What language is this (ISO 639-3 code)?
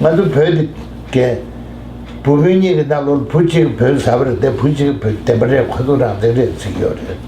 bod